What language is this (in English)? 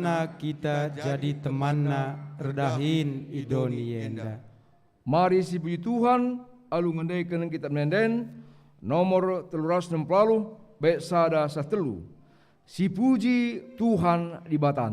Batak Karo